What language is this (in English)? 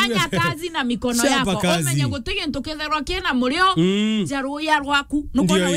Meru